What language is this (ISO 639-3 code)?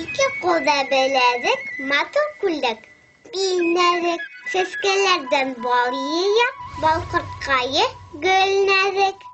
bak